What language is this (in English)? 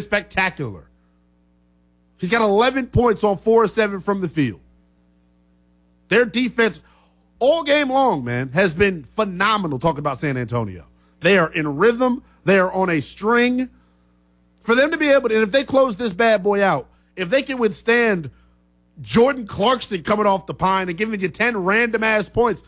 English